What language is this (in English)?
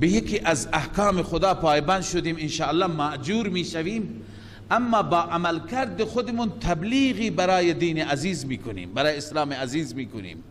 Persian